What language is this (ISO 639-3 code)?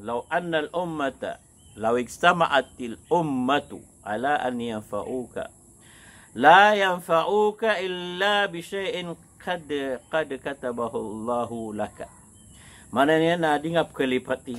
mrw